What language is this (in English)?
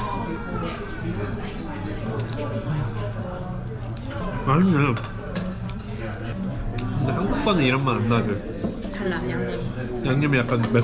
Korean